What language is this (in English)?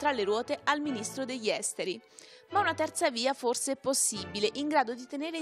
Italian